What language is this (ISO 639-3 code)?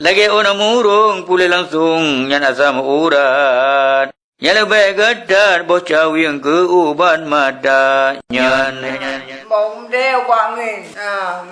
ace